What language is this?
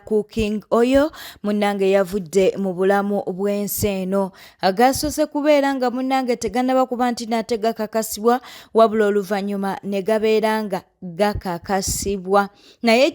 Ganda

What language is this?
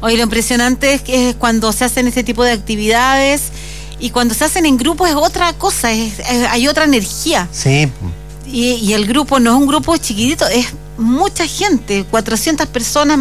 Spanish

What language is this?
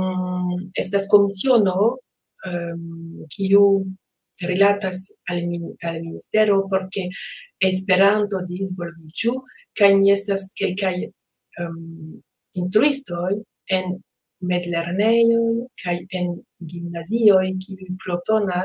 Esperanto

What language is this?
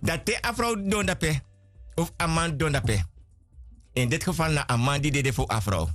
Sranan Tongo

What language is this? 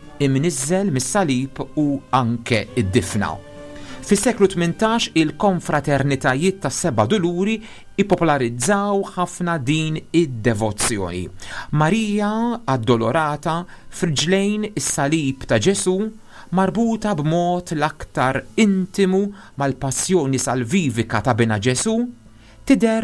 Maltese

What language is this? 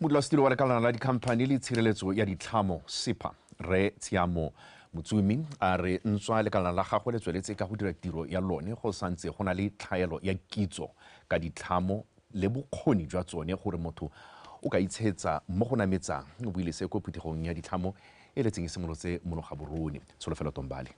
Tswana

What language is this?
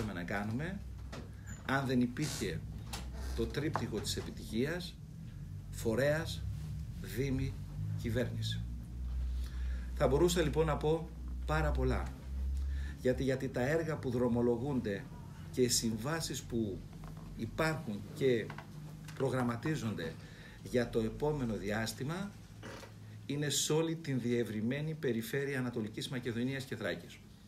Greek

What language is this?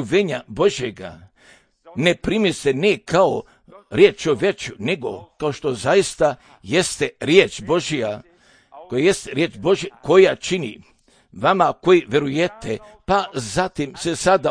Serbian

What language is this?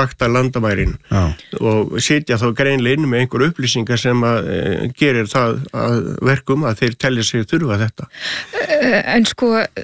Icelandic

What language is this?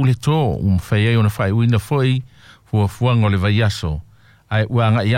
Samoan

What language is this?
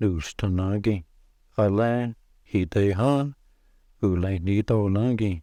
Cherokee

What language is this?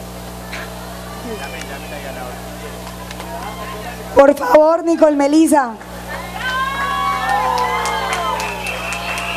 Spanish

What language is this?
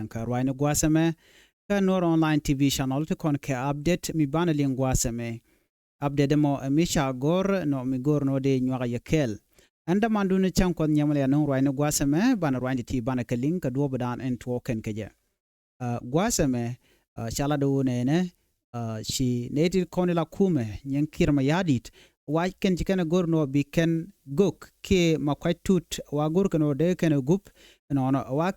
Nuer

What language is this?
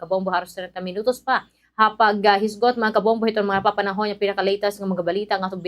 Waray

